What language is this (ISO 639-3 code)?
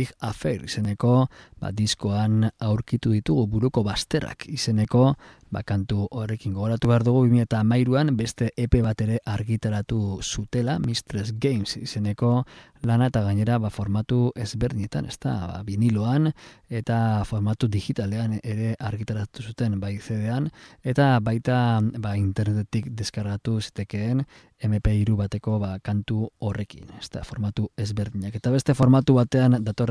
eus